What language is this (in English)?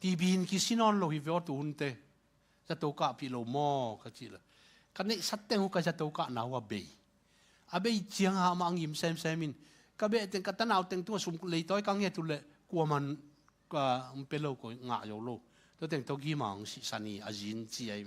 Tedim Chin